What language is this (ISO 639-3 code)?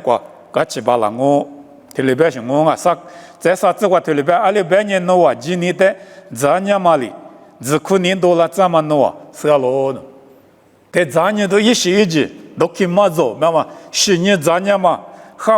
lis